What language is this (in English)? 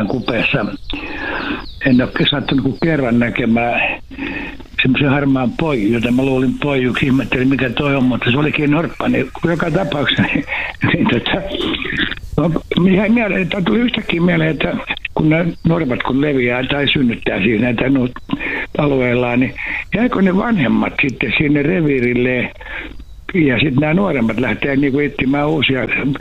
Finnish